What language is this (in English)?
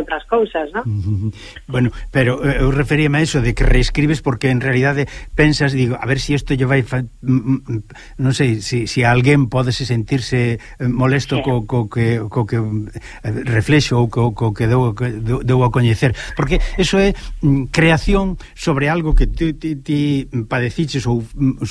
Galician